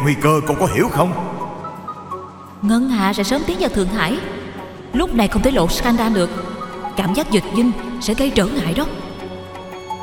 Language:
Vietnamese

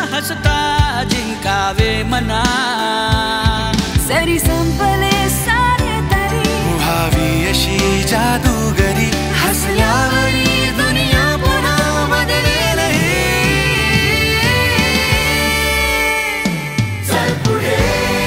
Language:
Marathi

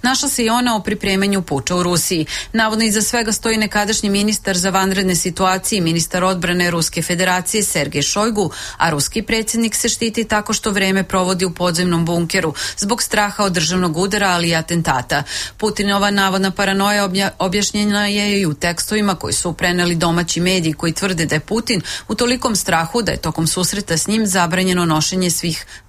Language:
Serbian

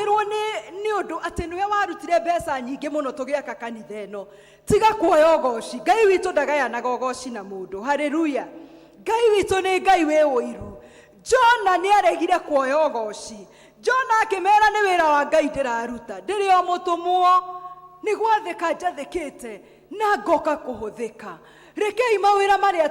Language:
Kikuyu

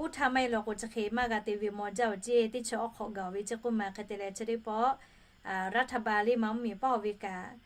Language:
Lahu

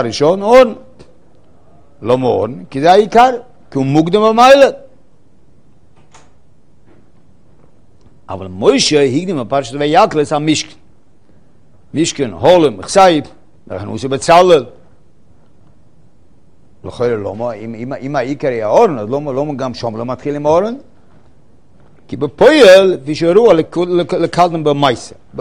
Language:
Hebrew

